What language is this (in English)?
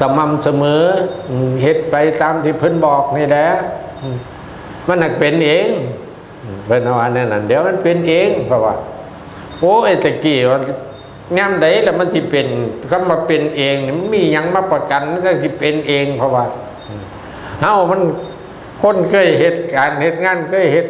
Northeastern Thai